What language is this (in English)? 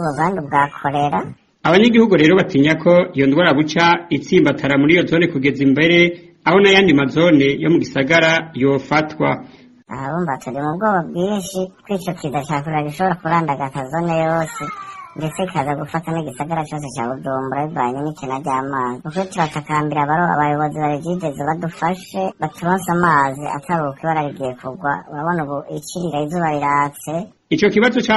Rundi